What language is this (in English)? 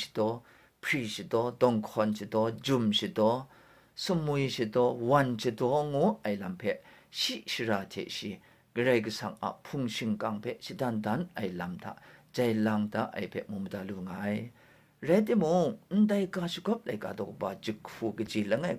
Kachin